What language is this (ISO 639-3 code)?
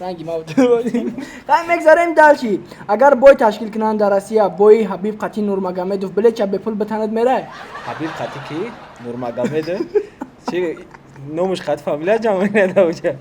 tgk